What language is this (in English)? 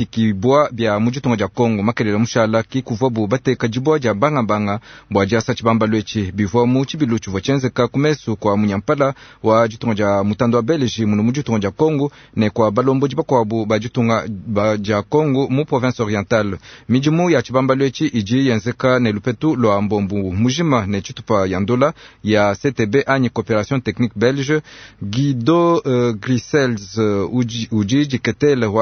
Luba-Lulua